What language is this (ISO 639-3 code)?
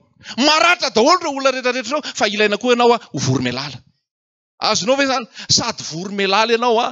mlg